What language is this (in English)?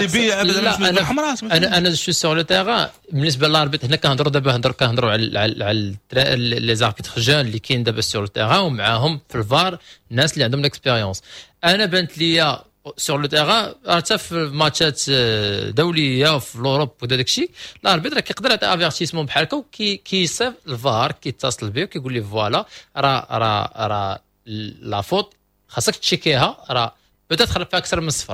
Moroccan Arabic